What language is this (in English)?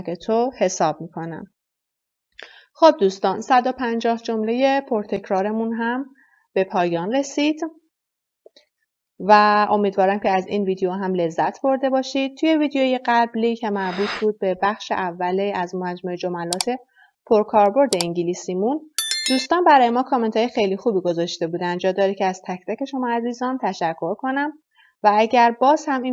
Persian